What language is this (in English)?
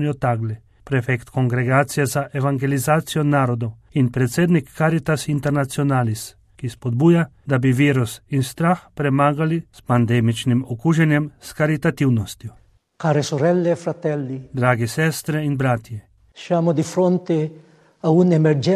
Slovenian